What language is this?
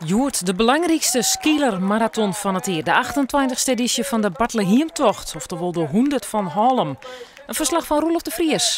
Western Frisian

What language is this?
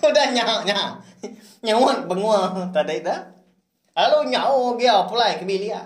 Iban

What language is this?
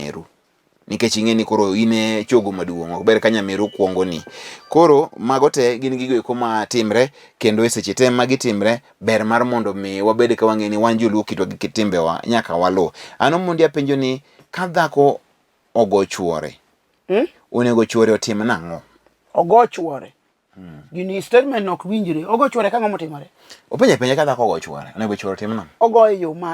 Luo (Kenya and Tanzania)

